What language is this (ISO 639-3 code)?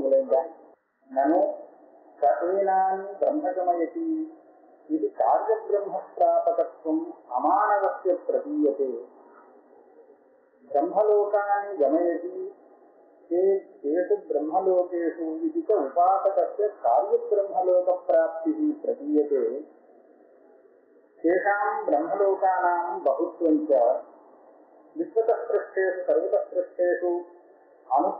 tam